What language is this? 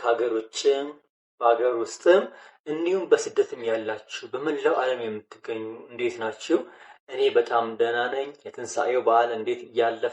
Amharic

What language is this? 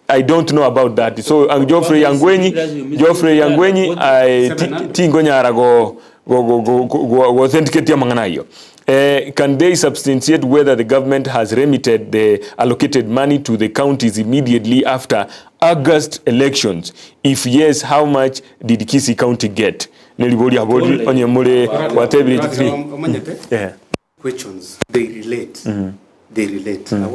Gusii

